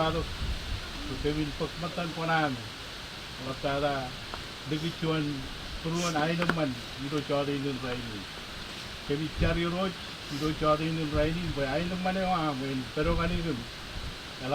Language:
Marshallese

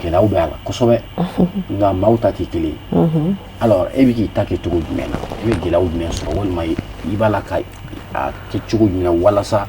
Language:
Bambara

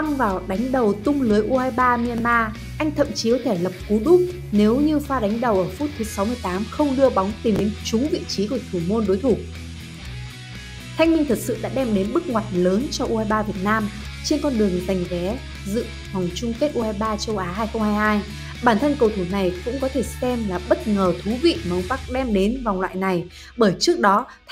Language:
Vietnamese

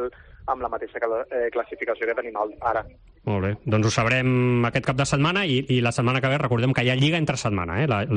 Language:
Catalan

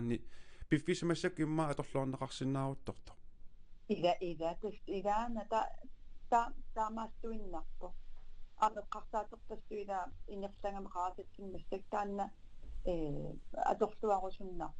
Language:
Kalaallisut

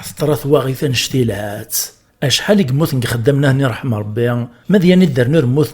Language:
Kabyle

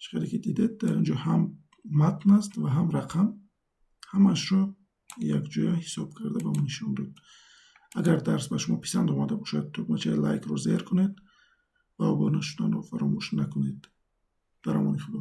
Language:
Tajik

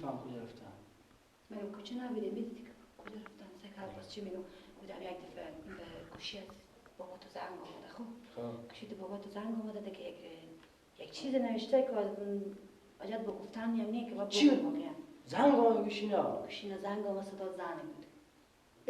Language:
Persian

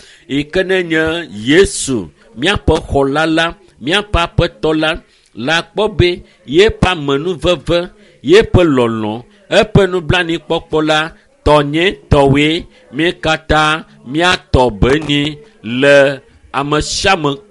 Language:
Ewe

